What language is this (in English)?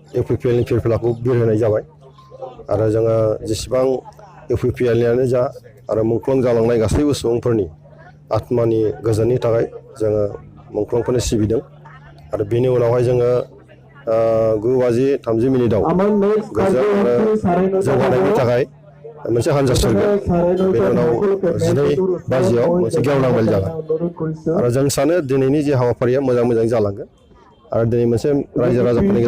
Bodo